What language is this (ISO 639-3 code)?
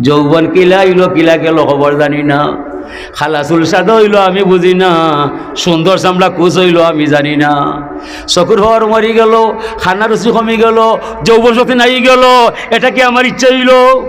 syl